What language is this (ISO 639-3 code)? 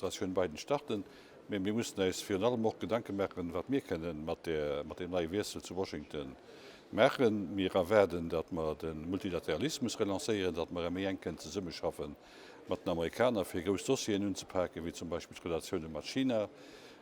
ltz